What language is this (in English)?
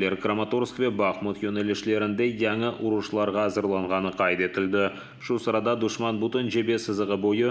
Crimean Tatar